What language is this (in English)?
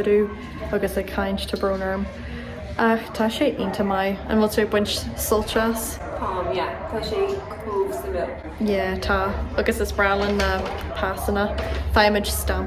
Irish